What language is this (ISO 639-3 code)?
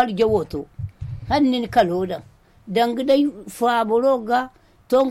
dje